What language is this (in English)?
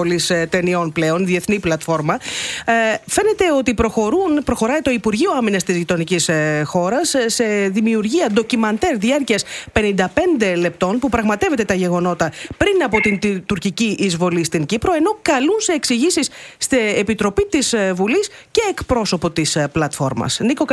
Greek